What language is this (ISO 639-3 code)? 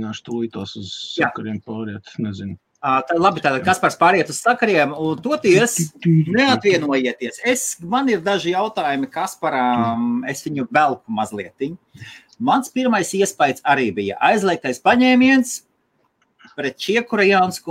lav